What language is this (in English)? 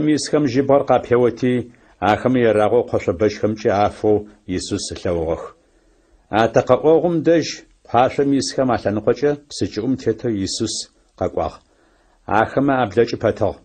Adyghe